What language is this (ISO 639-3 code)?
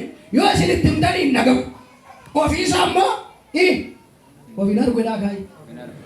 orm